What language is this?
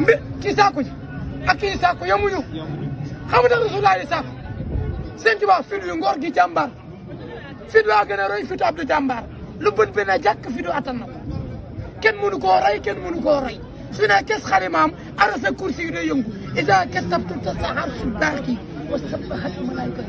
Wolof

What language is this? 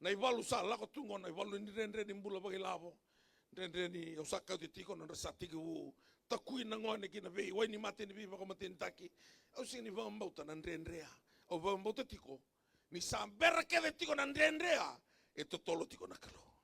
Fijian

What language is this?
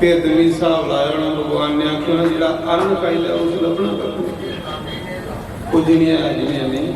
Dogri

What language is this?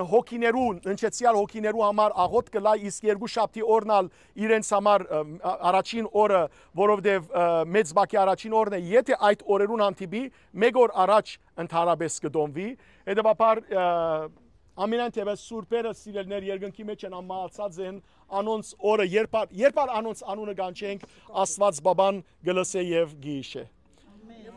Western Armenian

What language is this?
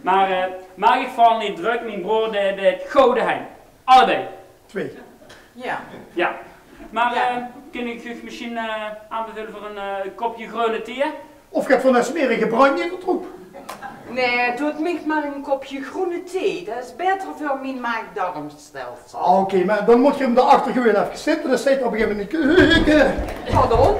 Limburgish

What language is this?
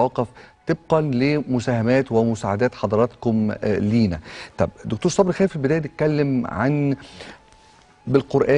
Egyptian Arabic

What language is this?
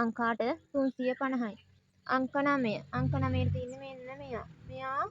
Sinhala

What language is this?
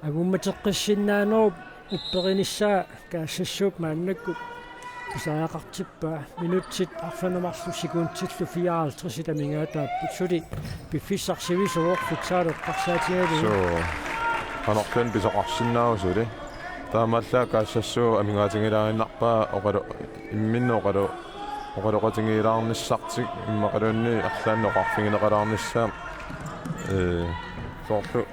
Kalaallisut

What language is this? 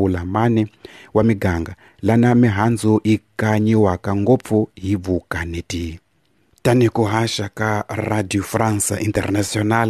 Tsonga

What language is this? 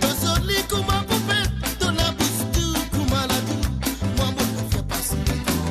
Morisyen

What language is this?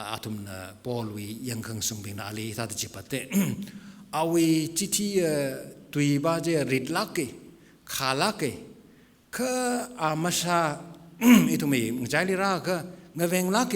Tangkhul Naga (India)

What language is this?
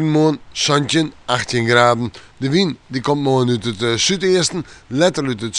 Western Frisian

